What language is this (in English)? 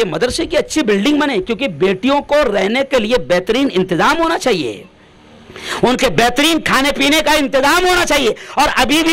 Urdu